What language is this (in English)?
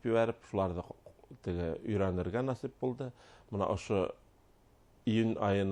Bashkir